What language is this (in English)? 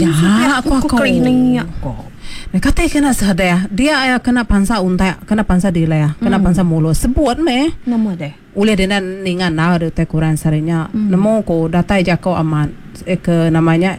Iban